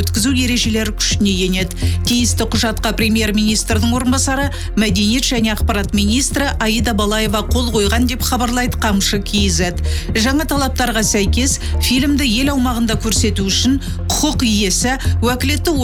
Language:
Kazakh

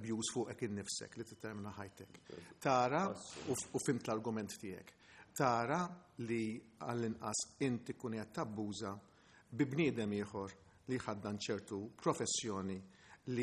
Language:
Maltese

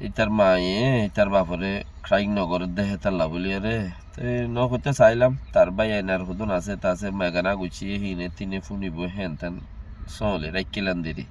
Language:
Rohingya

